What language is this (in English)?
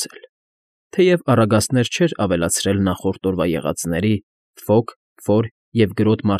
Armenian